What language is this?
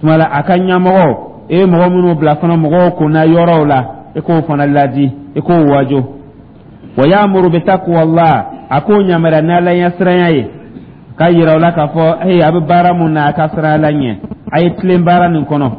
Dyula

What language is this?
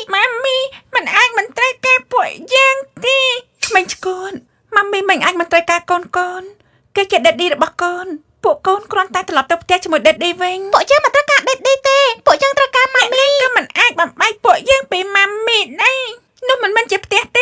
Khmer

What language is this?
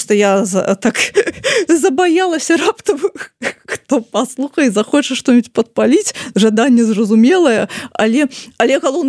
Belarusian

